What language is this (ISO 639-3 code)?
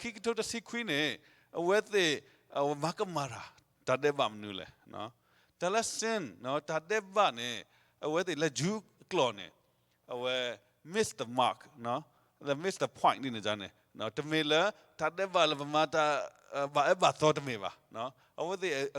ksw